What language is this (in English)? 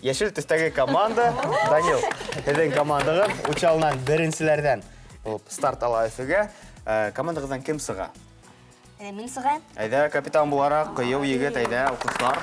Bashkir